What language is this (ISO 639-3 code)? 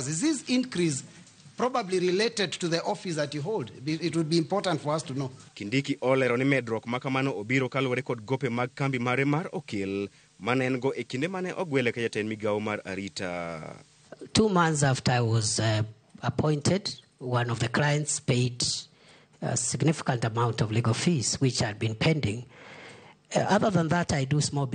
luo